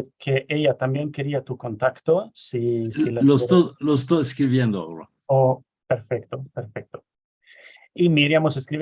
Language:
Ladino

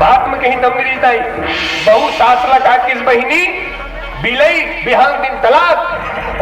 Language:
Chhattisgarhi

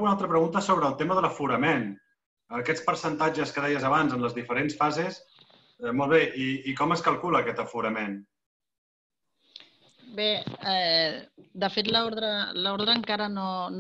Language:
Catalan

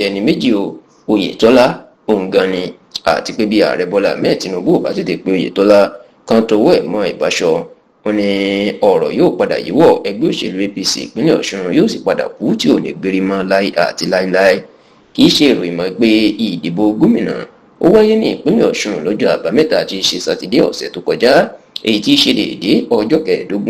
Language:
Yoruba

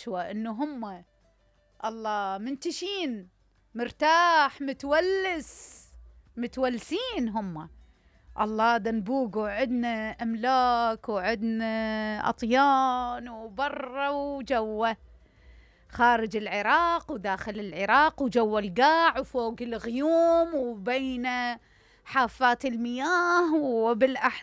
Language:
Mesopotamian Arabic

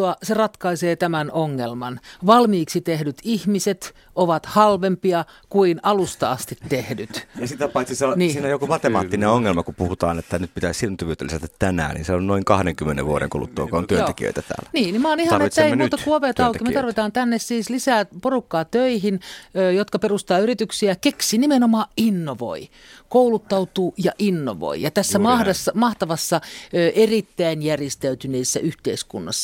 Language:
Finnish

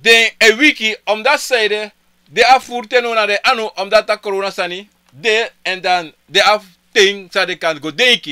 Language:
Sranan Tongo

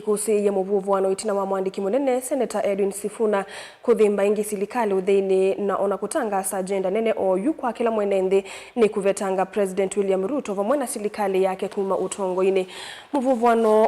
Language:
Kamba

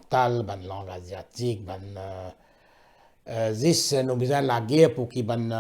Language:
Morisyen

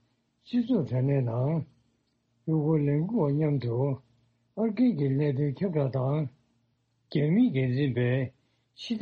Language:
Tibetan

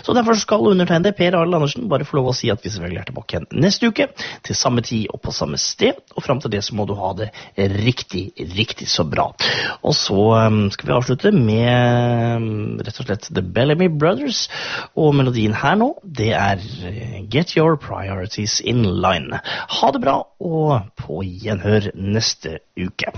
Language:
Norwegian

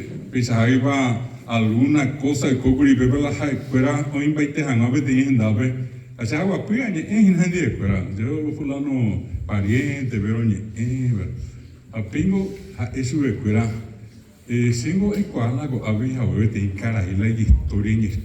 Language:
Guarani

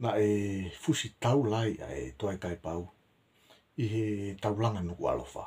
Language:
Tongan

